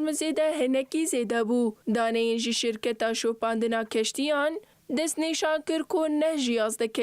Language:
Kurdish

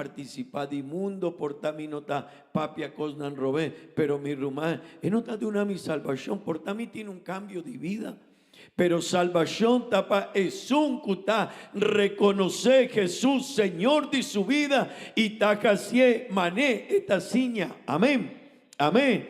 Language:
Papiamento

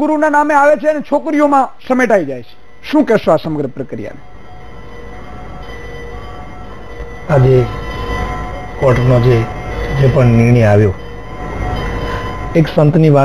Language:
Gujarati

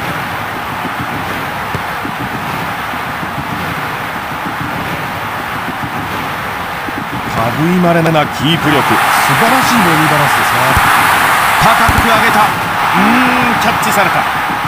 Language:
Japanese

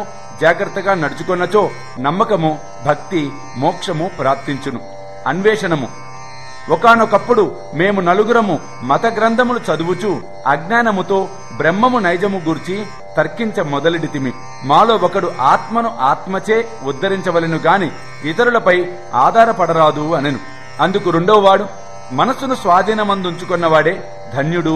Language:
Telugu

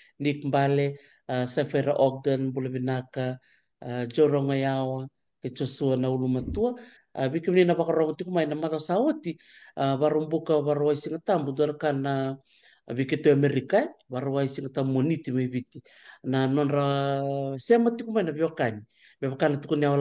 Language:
Fijian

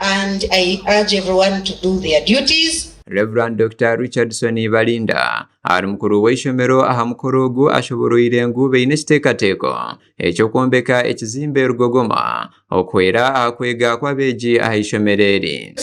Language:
Nyankole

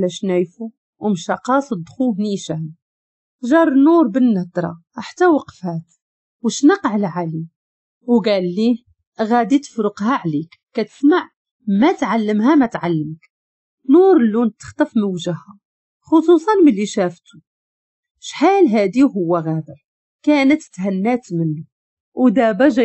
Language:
Moroccan Arabic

